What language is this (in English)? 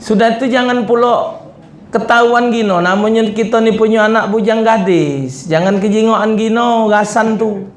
Musi